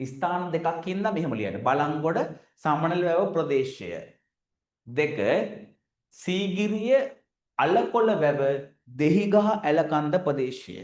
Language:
Sinhala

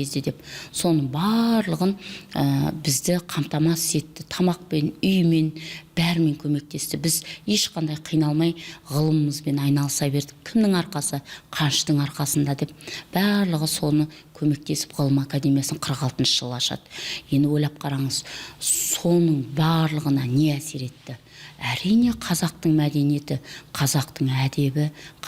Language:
Kazakh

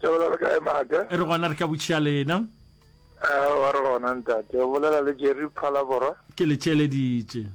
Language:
Northern Sotho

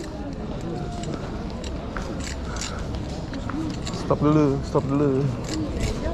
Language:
Indonesian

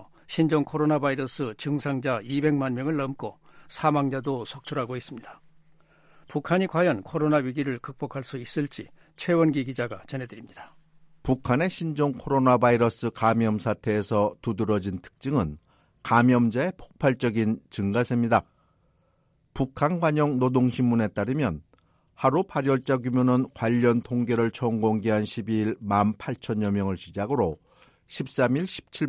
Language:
Korean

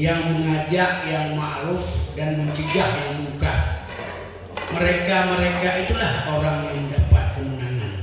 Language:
Achinese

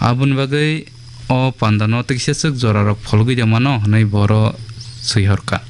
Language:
Kok Borok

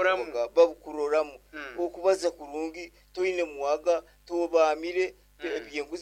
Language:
Nyoro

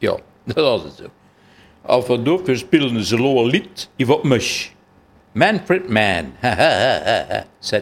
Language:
Luxembourgish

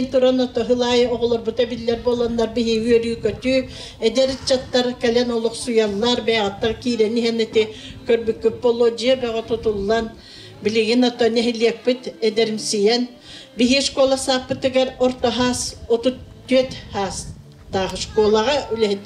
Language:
Yakut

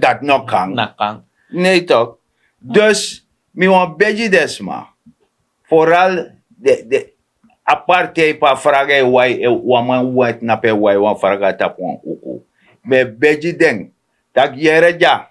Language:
Sranan Tongo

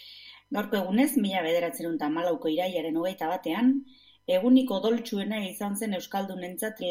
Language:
Basque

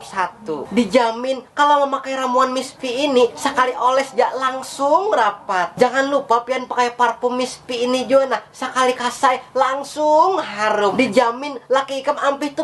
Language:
Banjar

